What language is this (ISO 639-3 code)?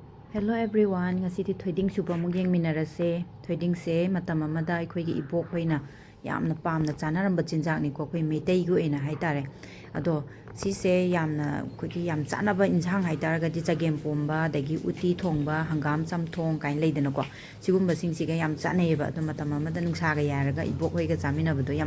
mni